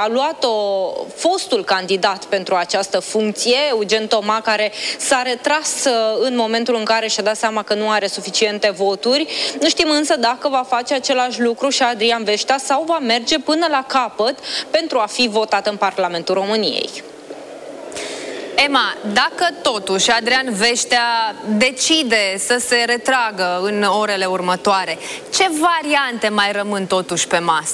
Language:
Romanian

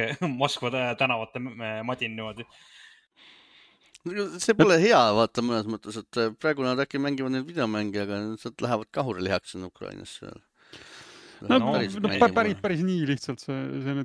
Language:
Estonian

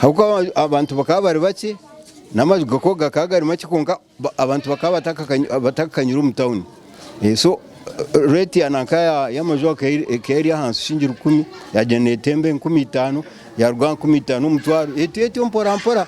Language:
Nyankole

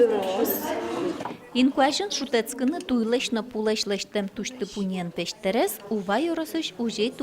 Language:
Udmurt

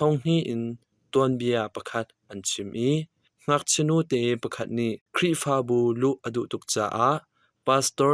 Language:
Hakha Chin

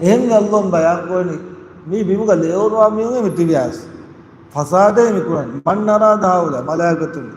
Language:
Divehi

